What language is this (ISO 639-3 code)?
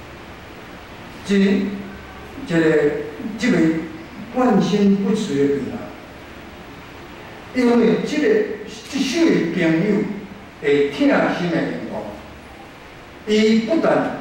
nan